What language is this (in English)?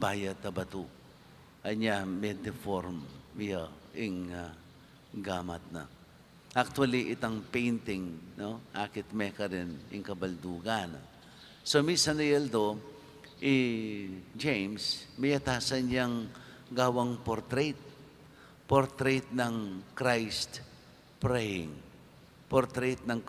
Pampanga